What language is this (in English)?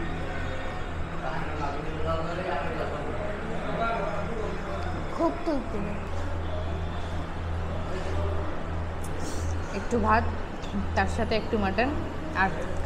Bangla